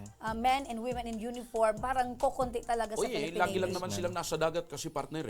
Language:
Bikol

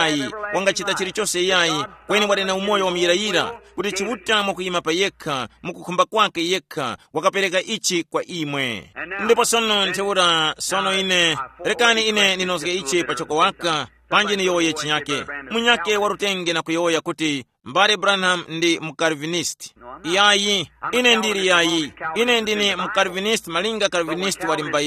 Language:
Tumbuka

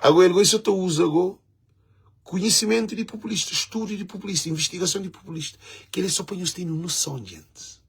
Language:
Kabuverdianu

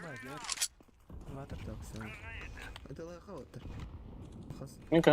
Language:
Yakut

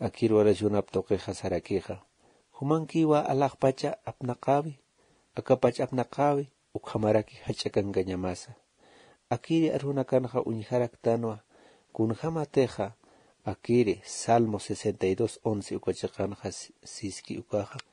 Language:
Aymara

